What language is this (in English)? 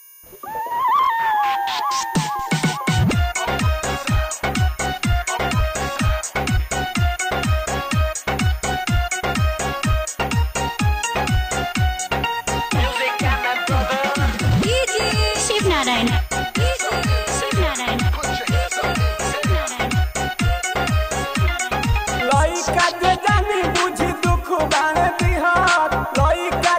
Bhojpuri